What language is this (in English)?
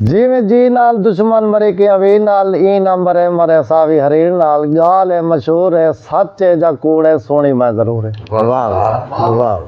Saraiki